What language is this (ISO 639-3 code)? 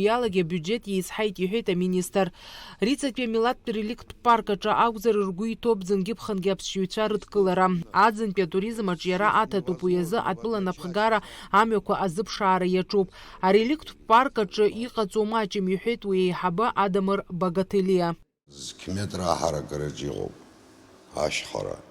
abk